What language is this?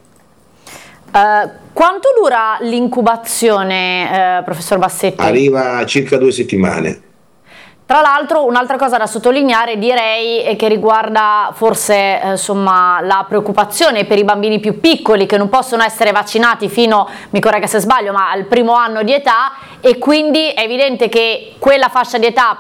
Italian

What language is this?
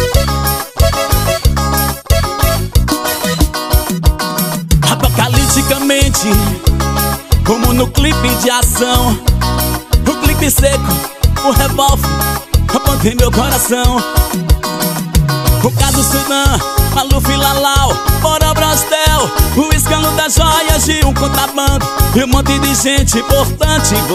Portuguese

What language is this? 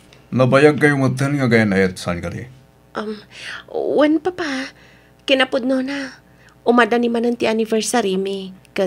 Iloko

